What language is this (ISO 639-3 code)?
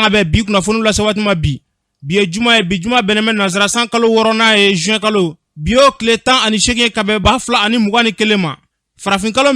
bam